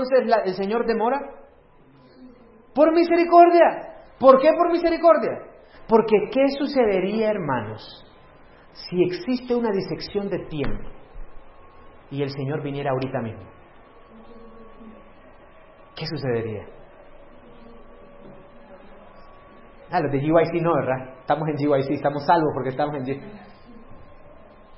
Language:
Spanish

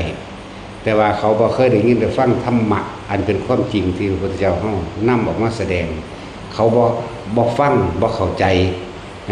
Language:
Northeastern Thai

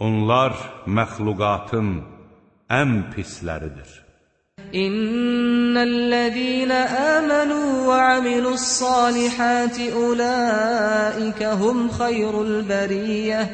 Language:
Azerbaijani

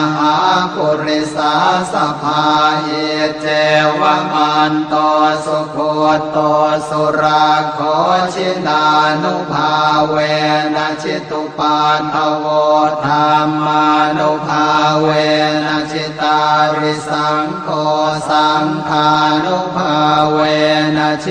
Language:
Pali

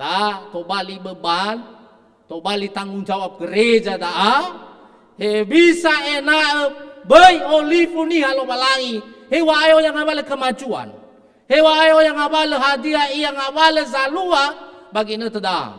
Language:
Nias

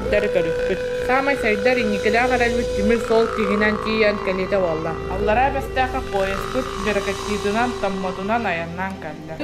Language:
Yakut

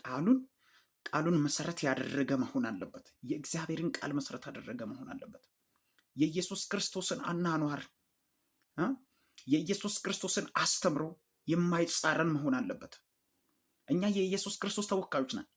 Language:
Amharic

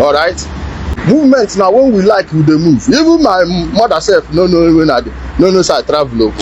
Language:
Nigerian Pidgin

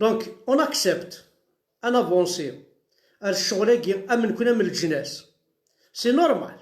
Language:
Kabyle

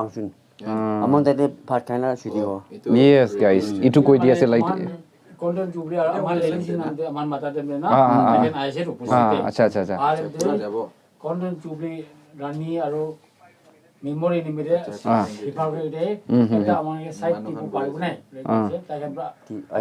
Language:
Naga Pidgin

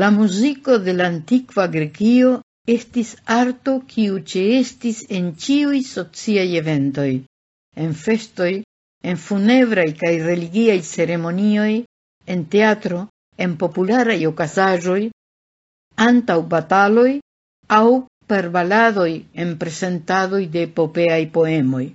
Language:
Esperanto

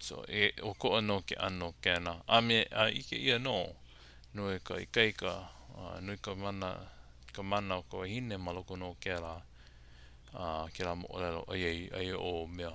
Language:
Hawaiian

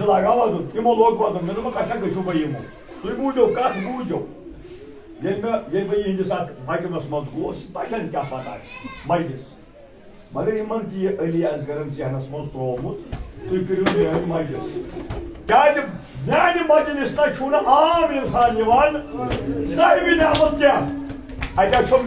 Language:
Kashmiri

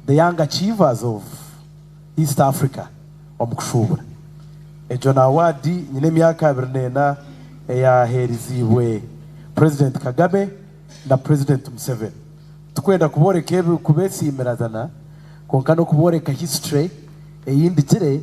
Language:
Nyankole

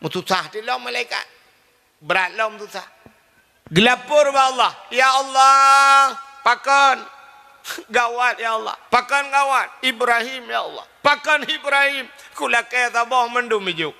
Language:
Achinese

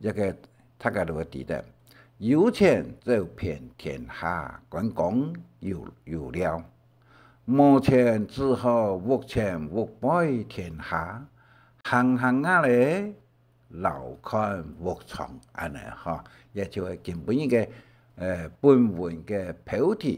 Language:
Hakka Chinese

